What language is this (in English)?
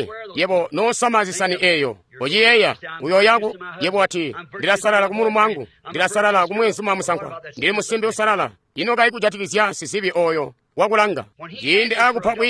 Tonga (Zambia)